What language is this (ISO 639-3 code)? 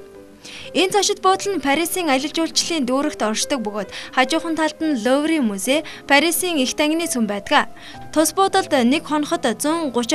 mon